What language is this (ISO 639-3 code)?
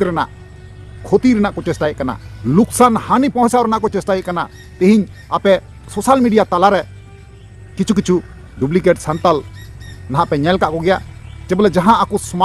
sat